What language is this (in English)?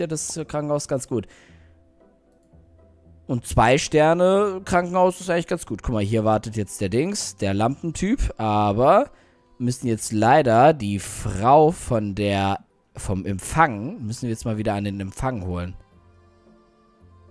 German